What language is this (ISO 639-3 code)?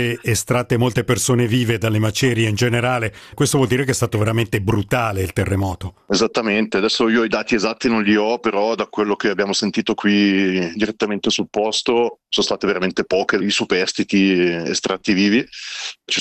ita